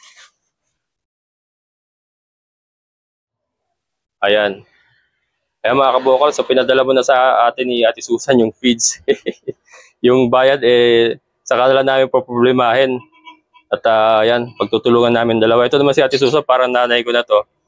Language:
Filipino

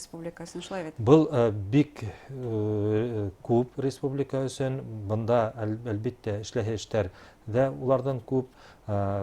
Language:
Bashkir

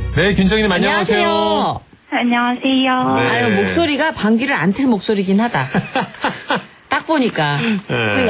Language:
Korean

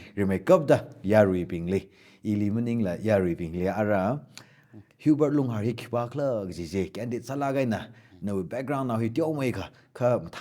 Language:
Tangkhul Naga (India)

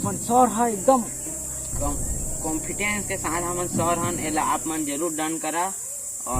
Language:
Chhattisgarhi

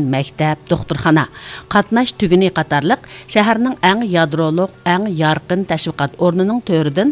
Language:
Uyghur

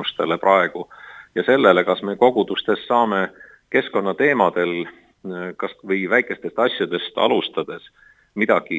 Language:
Estonian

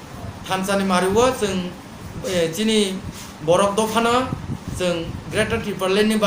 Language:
Kok Borok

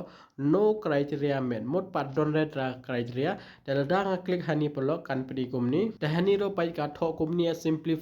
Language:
Khasi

